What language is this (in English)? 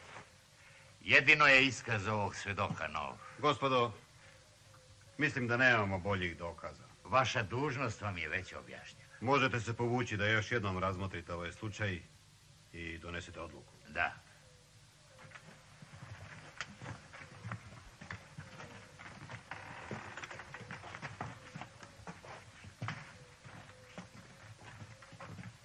Serbian